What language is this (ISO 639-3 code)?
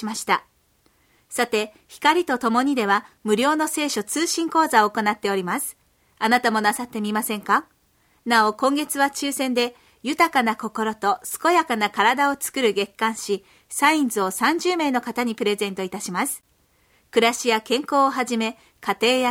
jpn